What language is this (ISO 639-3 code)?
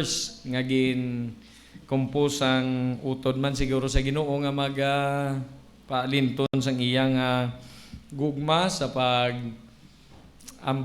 hil